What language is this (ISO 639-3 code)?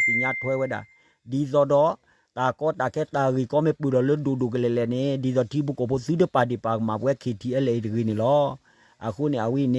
ksw